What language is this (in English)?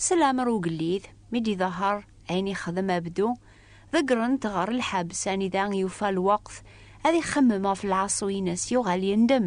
Kabyle